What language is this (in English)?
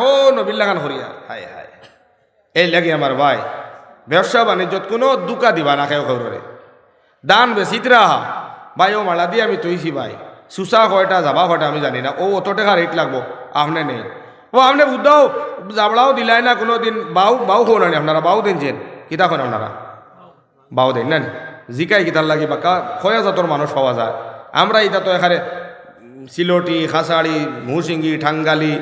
Sylheti